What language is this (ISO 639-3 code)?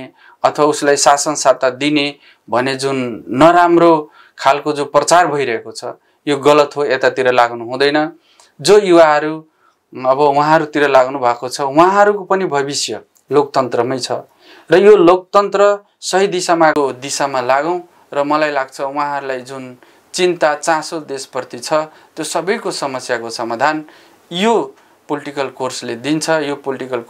nep